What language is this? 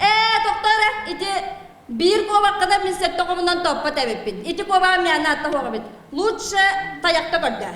Yakut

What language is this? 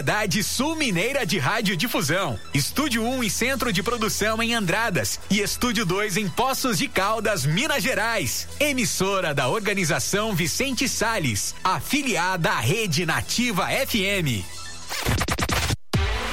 Portuguese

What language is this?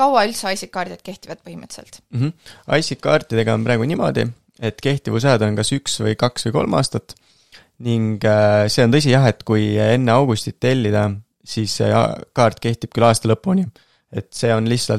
Estonian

